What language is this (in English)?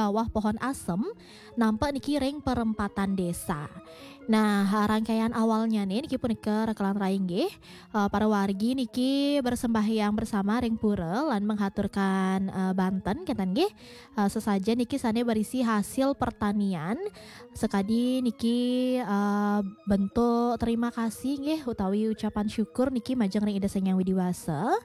Balinese